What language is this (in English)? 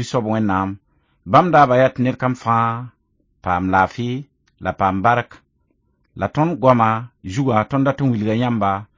Mossi